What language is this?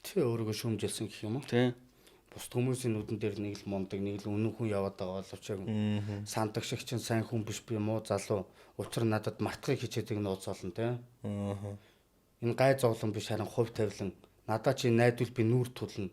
Mongolian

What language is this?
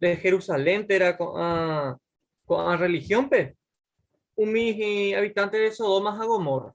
Guarani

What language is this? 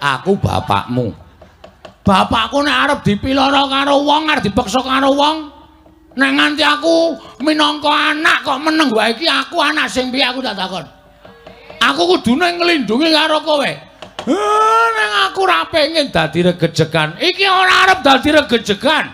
Javanese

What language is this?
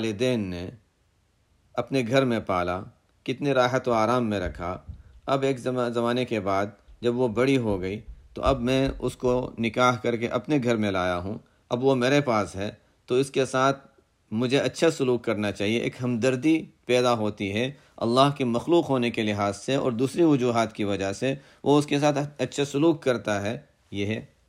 Urdu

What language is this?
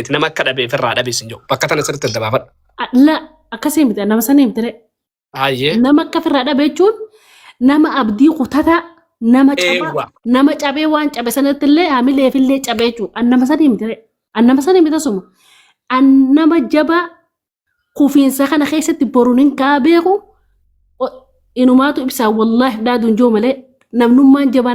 Oromo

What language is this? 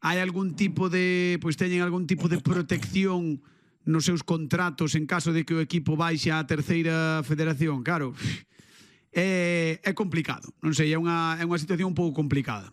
Galician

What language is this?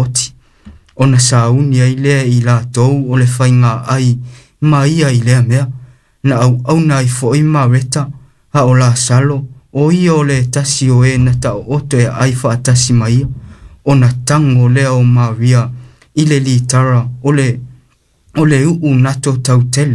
Samoan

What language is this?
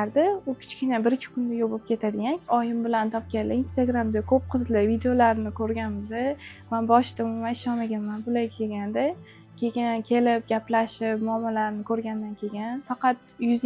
Uzbek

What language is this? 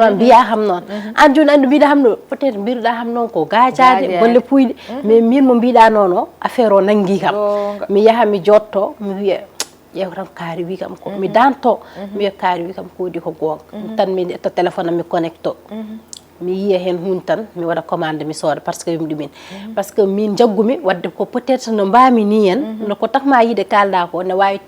Fula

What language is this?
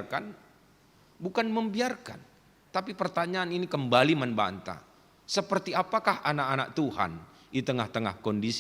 Batak Karo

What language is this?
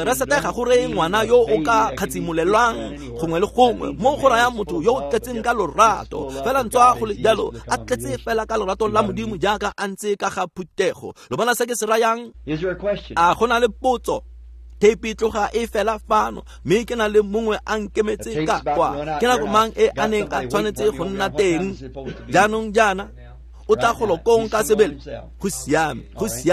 Tswana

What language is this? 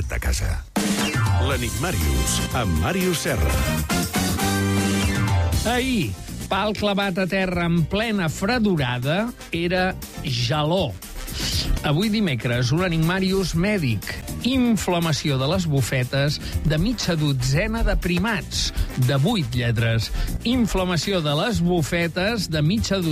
Catalan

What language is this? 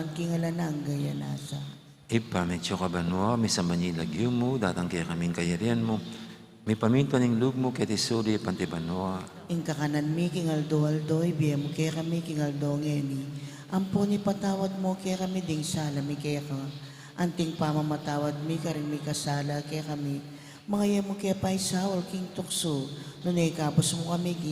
Pampanga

